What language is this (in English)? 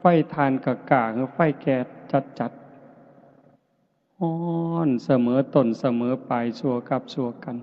Northeastern Thai